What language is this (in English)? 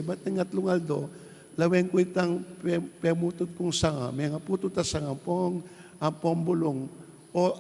Pampanga